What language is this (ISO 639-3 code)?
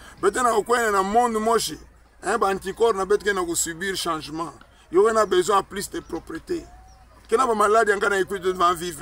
ktu